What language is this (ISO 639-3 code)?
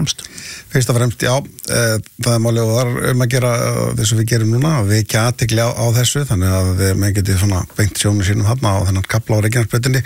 isl